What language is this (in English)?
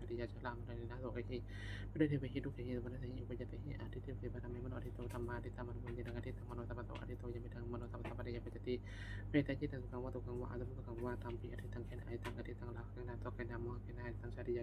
Pali